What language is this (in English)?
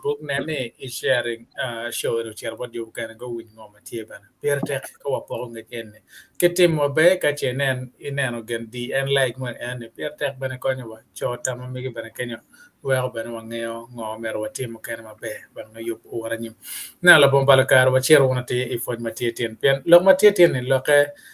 Acoli